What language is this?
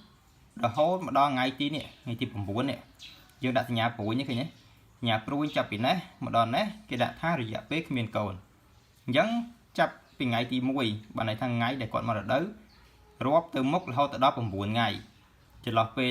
Khmer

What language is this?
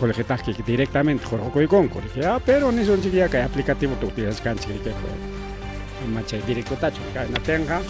Ayacucho Quechua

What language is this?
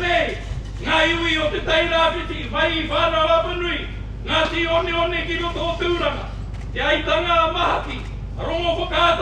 Māori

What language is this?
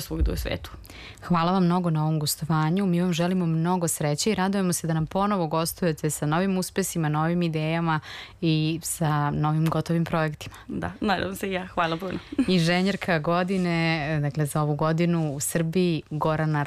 Serbian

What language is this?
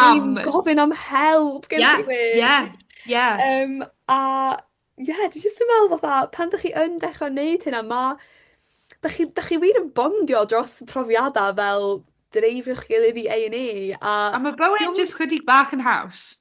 Welsh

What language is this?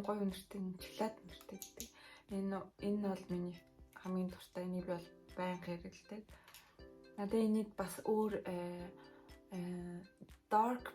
Mongolian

